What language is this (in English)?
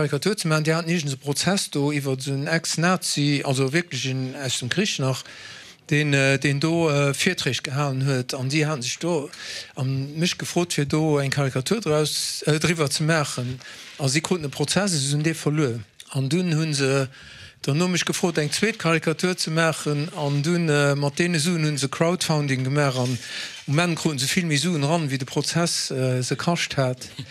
Luxembourgish